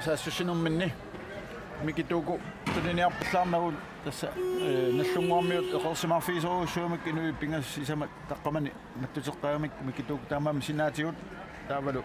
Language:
Kalaallisut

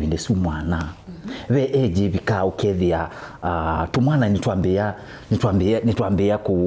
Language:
Kamba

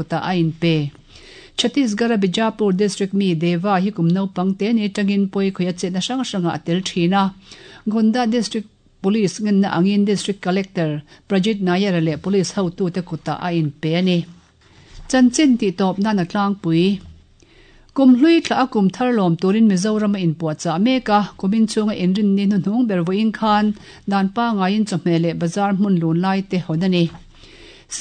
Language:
Mizo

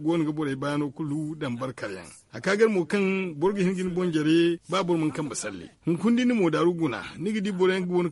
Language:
Zarma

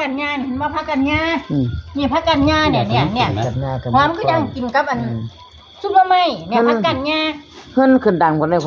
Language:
Northeastern Thai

